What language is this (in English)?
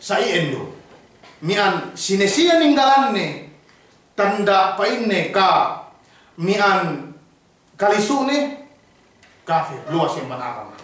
Yakan